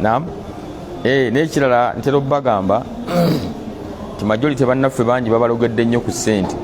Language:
Ganda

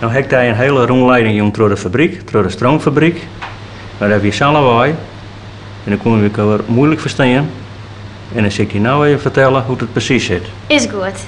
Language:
Western Frisian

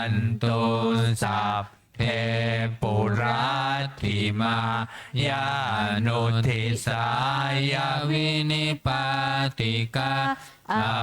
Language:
Pali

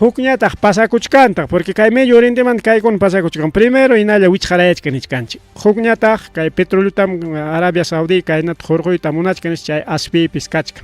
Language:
Ayacucho Quechua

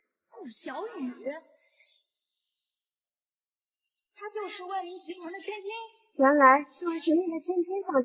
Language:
Chinese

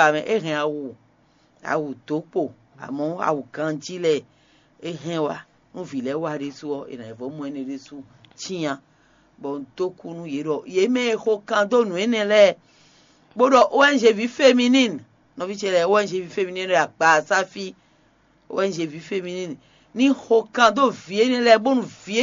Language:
Fon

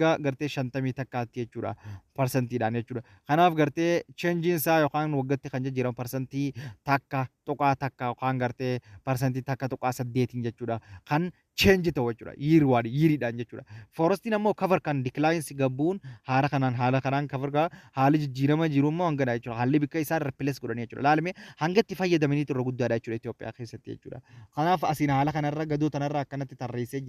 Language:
Oromo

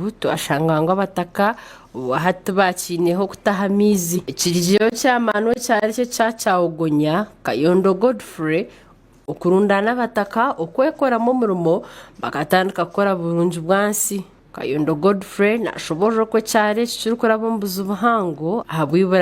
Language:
Nyankole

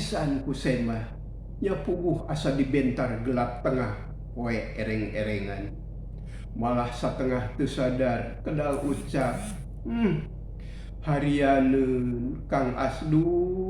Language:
Sundanese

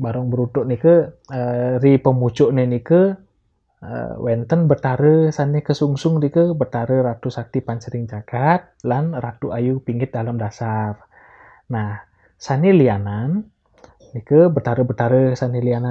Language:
Balinese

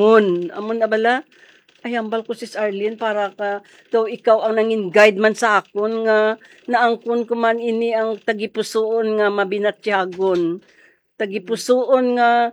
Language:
Hiligaynon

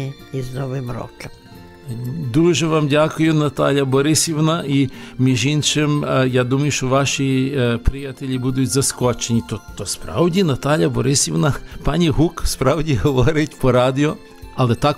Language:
Ukrainian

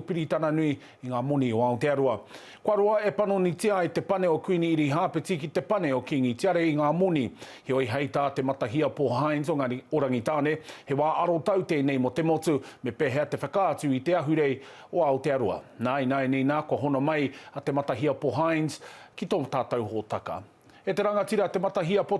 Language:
Māori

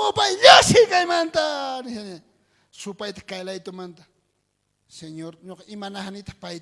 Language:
South Bolivian Quechua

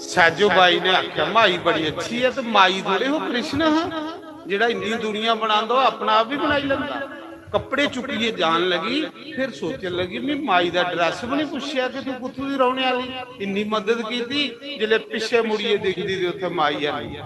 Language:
Dogri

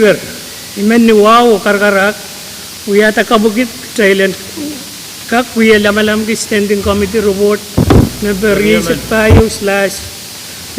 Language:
Pohnpeian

